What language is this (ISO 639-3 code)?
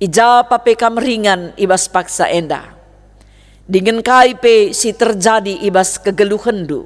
btx